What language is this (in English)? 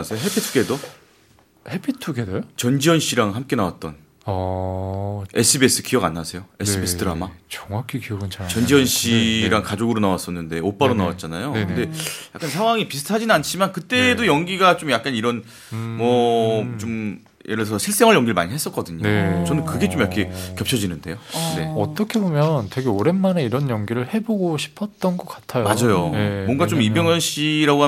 Korean